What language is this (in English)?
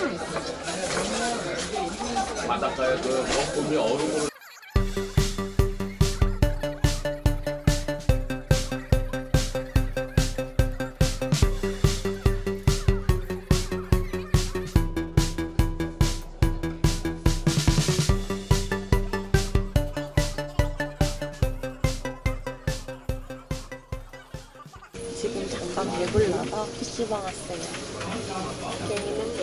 Korean